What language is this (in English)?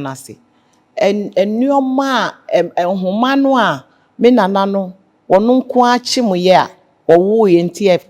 Akan